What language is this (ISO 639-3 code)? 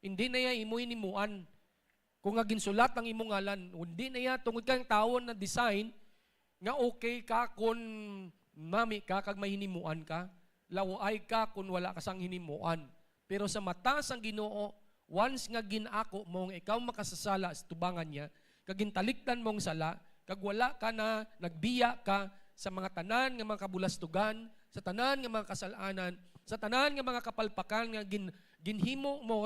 hil